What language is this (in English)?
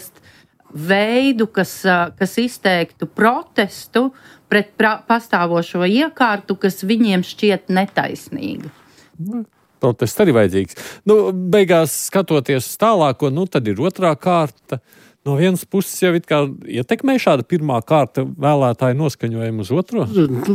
Latvian